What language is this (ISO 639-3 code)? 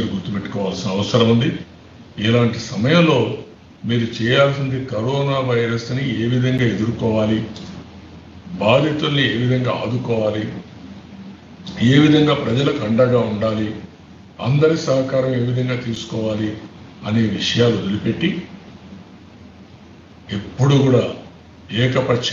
tel